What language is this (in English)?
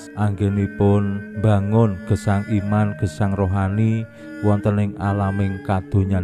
Javanese